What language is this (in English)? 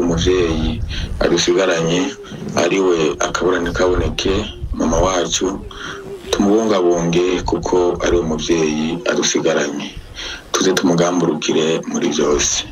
Rundi